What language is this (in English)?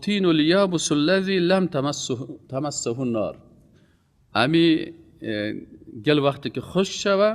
Persian